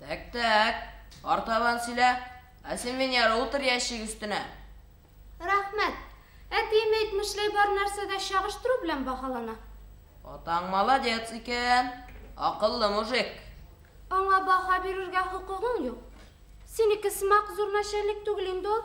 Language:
Bashkir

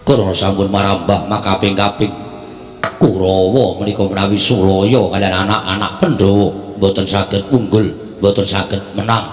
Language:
Javanese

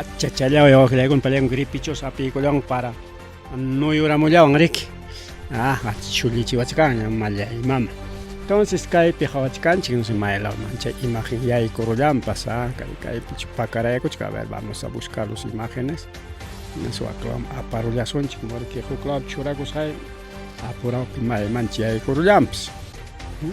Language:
Ayacucho Quechua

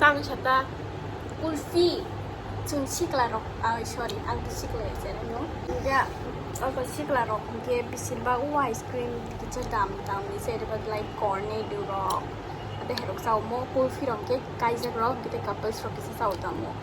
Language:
Kok Borok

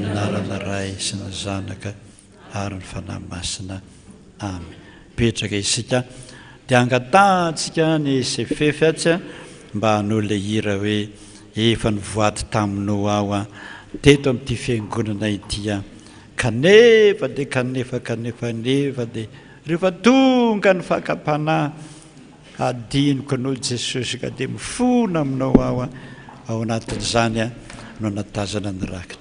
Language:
Malagasy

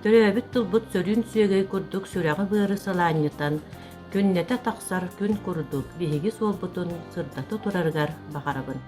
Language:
Yakut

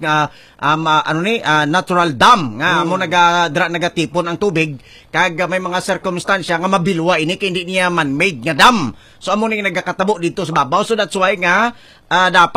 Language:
Hiligaynon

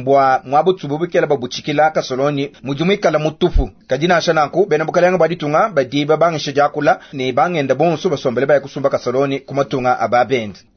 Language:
Luba-Lulua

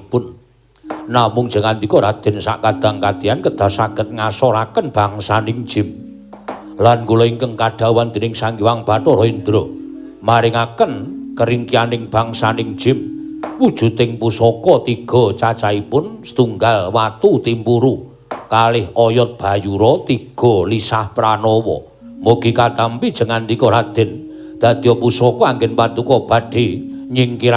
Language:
Javanese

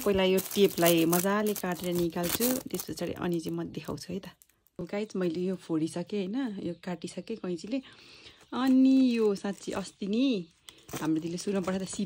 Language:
Nepali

